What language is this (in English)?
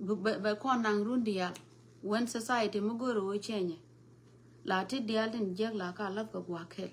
Nuer